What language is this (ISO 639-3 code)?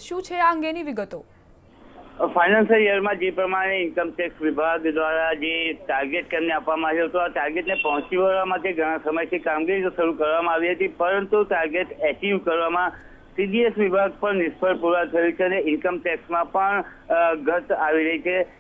guj